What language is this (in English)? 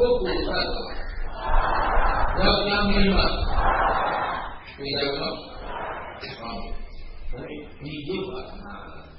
Burmese